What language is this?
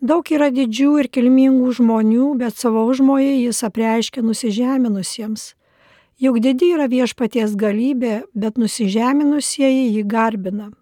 Lithuanian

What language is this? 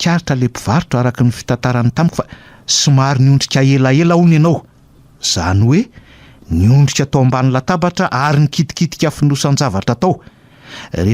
Malagasy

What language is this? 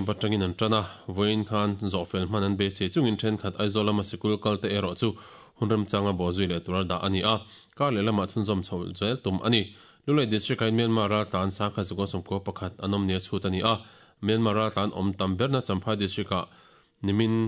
Mizo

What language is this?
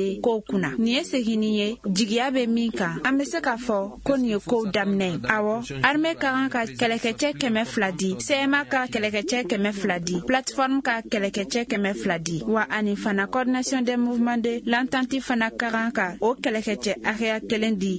Bambara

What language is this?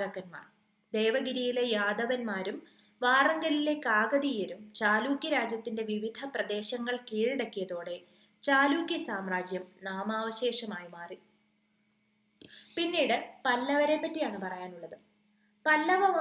Malayalam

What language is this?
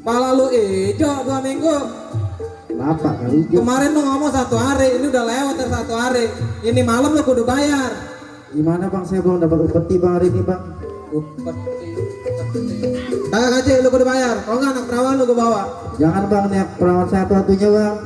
Betawi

